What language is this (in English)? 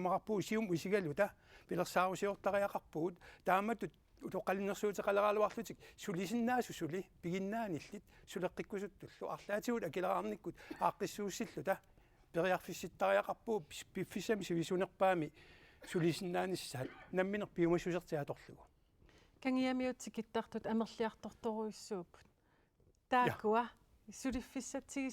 Kalaallisut